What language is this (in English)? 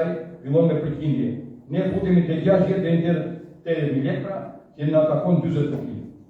Albanian